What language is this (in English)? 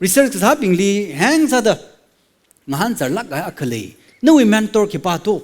Tangkhul Naga (India)